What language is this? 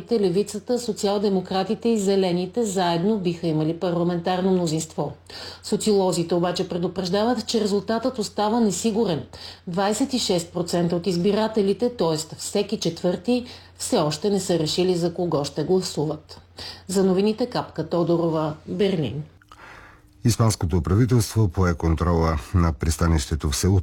Bulgarian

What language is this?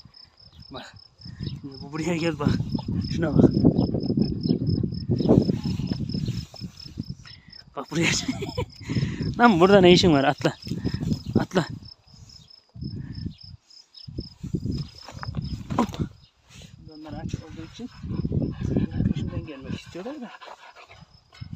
Turkish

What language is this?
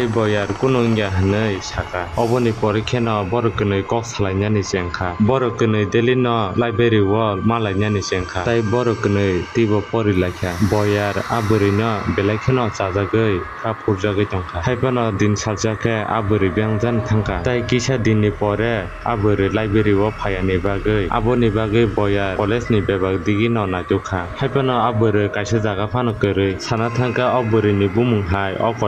Kok Borok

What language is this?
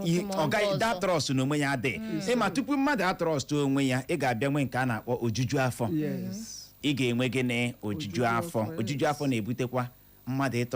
Igbo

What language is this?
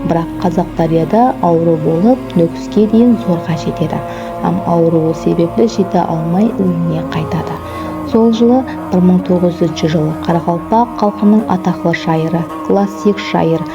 Kara-Kalpak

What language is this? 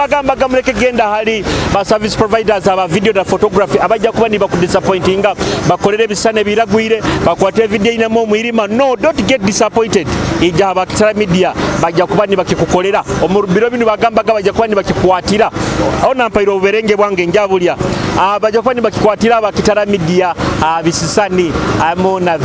Nyoro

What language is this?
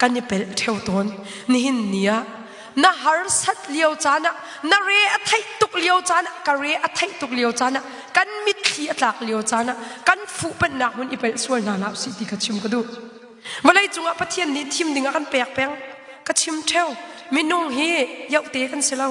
Hakha Chin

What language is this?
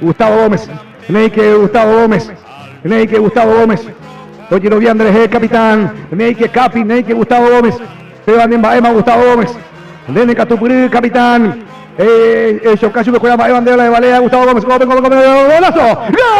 Guarani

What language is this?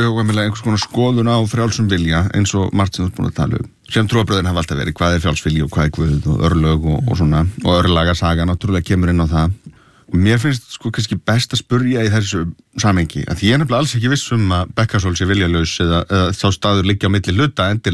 Icelandic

